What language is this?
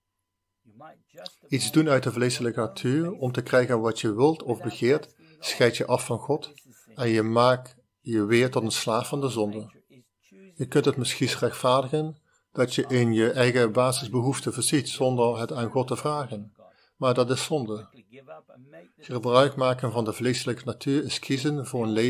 Dutch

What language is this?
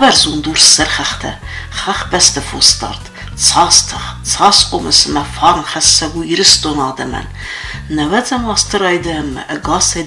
Ossetic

